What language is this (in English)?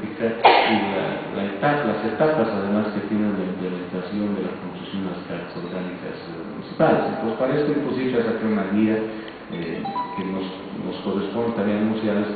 Spanish